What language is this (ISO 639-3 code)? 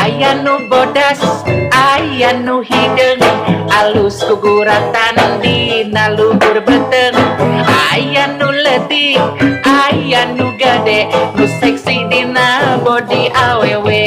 sun